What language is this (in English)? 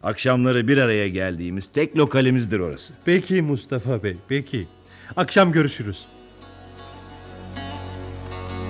Turkish